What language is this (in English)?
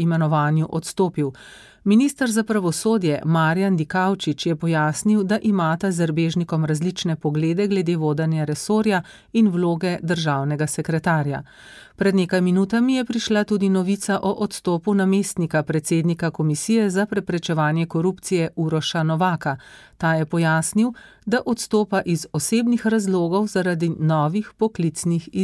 Slovenian